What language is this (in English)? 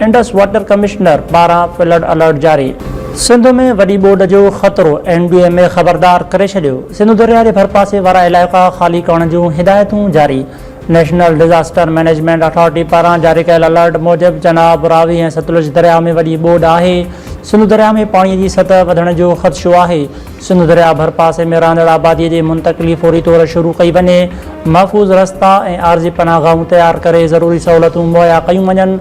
Sindhi